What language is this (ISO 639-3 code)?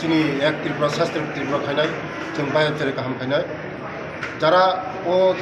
trp